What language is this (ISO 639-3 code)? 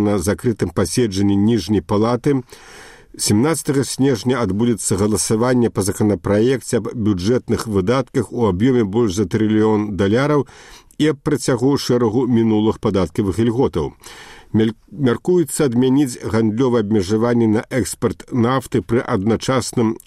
bel